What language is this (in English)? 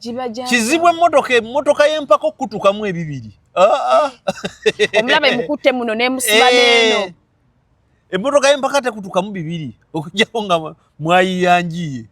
Ganda